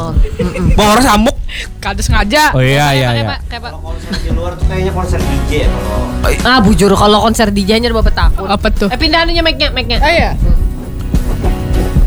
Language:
Indonesian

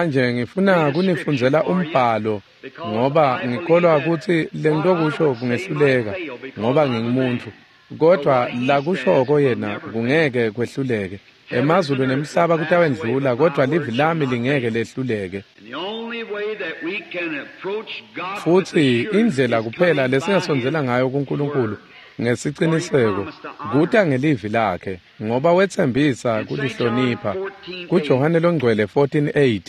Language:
Swati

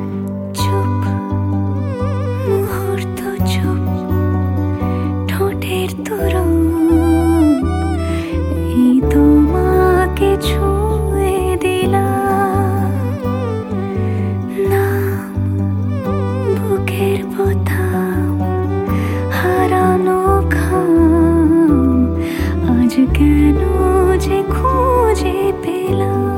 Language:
Bangla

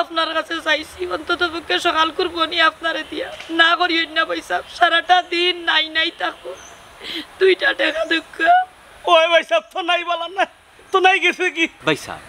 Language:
Sylheti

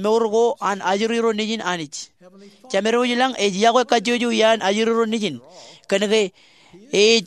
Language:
Marshallese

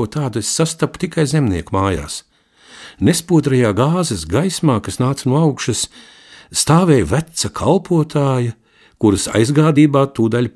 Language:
Latvian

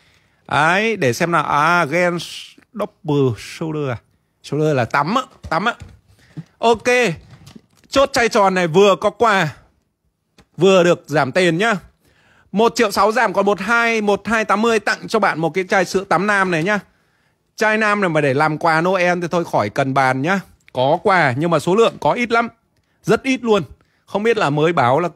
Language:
Vietnamese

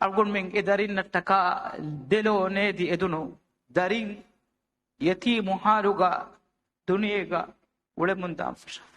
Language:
Divehi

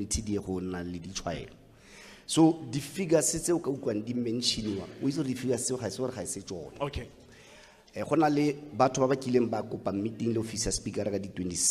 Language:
Tswana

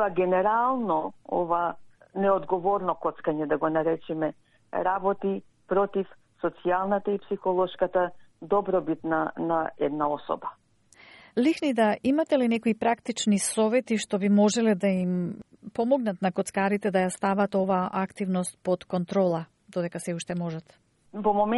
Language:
Macedonian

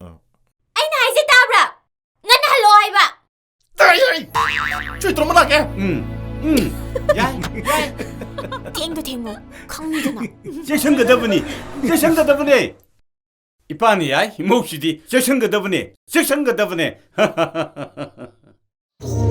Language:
Manipuri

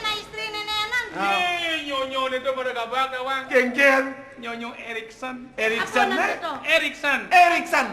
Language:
Balinese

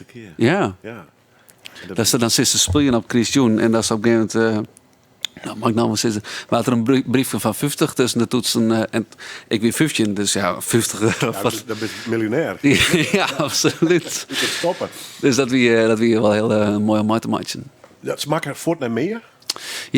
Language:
Western Frisian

